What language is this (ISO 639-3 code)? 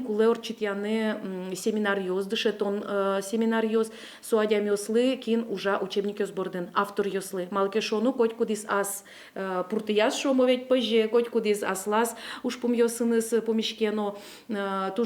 udm